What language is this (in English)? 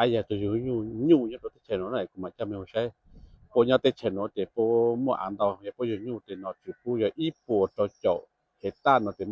Hmong